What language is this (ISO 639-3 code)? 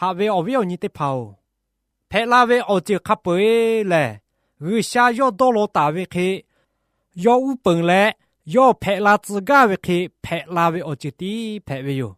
lhu